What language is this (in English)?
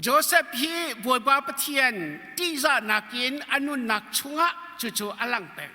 Hakha Chin